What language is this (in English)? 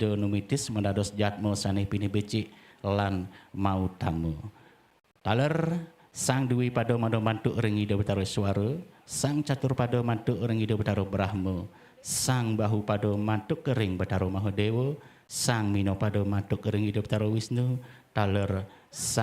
Balinese